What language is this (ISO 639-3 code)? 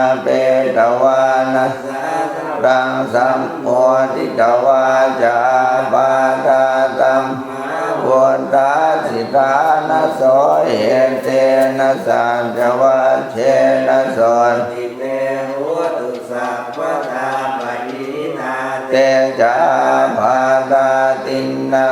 pli